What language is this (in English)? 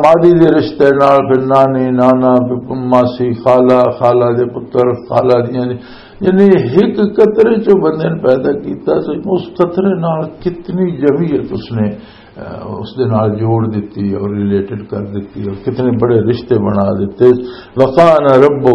Western Panjabi